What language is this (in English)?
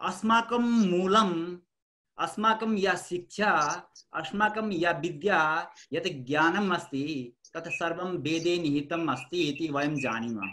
Sanskrit